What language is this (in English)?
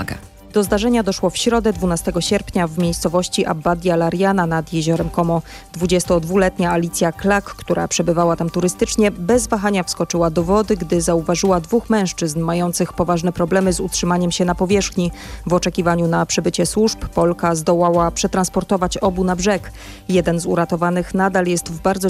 Polish